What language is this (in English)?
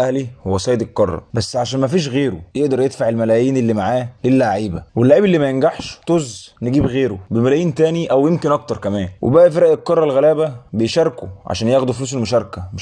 Egyptian Arabic